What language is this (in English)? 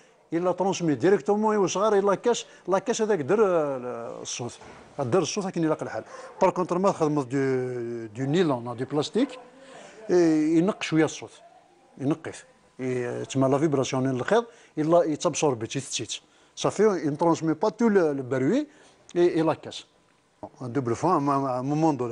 Kabyle